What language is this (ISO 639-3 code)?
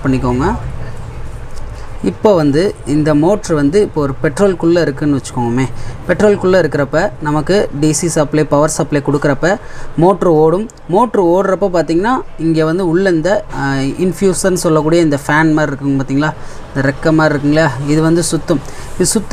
tam